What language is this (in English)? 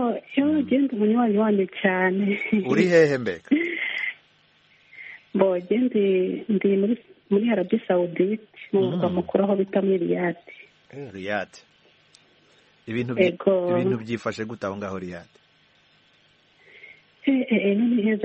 Kinyarwanda